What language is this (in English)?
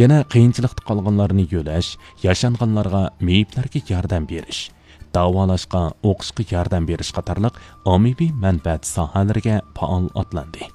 Uyghur